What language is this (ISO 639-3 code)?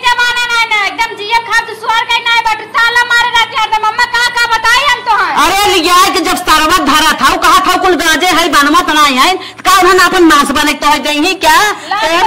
awa